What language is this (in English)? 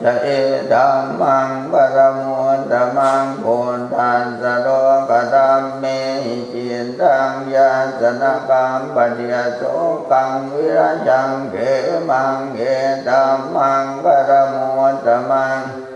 Pali